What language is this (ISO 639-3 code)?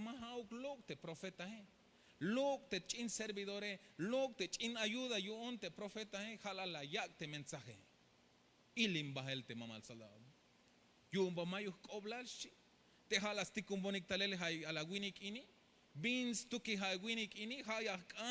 tzh